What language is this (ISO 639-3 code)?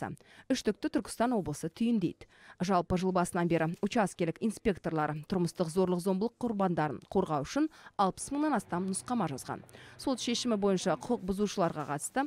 kaz